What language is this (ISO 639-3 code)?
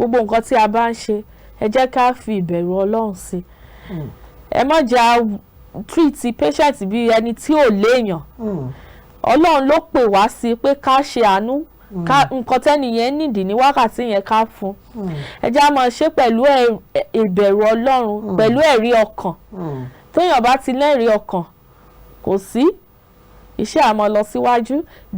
yor